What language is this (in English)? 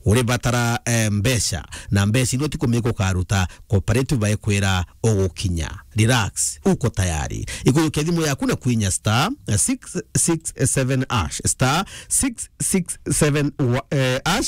Meru